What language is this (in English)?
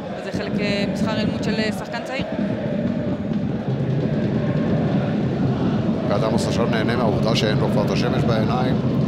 Hebrew